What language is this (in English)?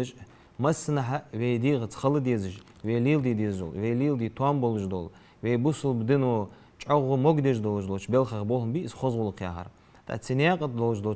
Ingush